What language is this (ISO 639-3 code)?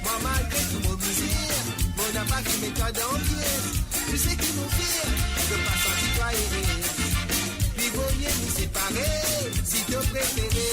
mfe